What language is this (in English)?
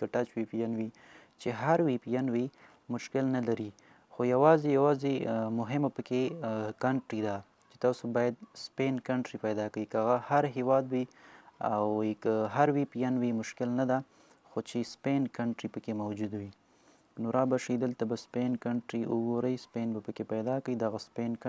Pashto